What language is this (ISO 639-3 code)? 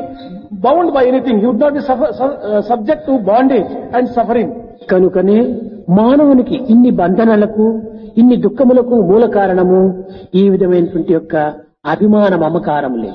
tel